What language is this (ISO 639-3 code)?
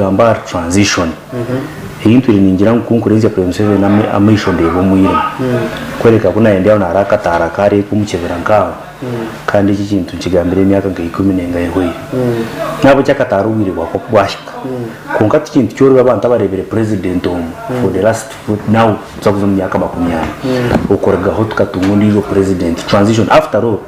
nyn